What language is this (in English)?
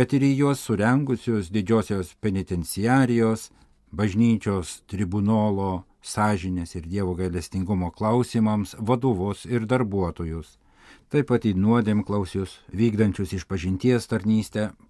Lithuanian